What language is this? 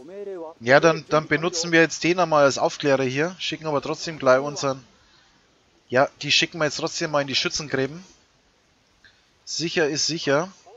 German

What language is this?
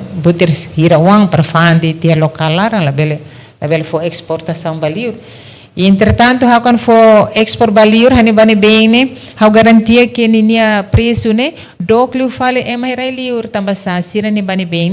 Tetum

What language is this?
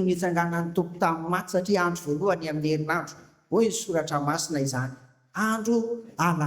Malagasy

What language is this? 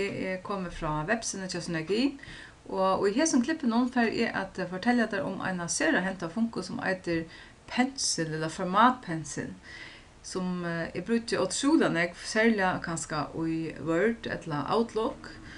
Faroese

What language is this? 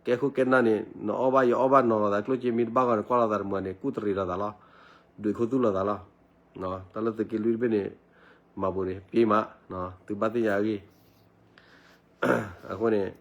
S'gaw Karen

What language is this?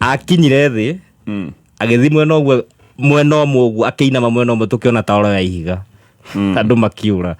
Kikuyu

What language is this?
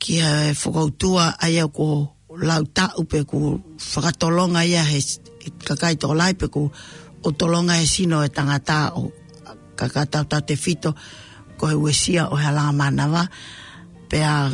Tongan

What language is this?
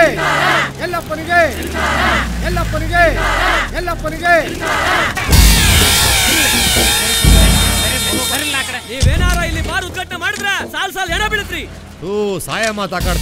Kannada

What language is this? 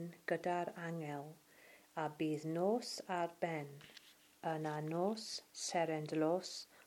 Welsh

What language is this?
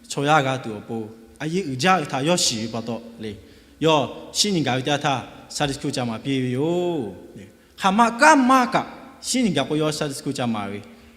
Lahu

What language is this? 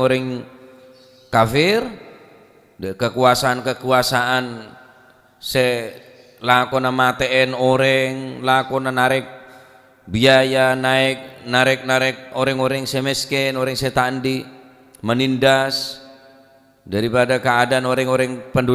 Madurese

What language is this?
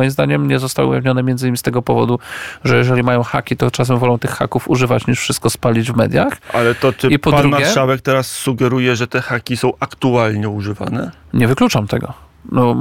Polish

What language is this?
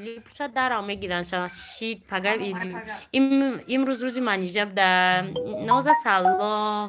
Tajik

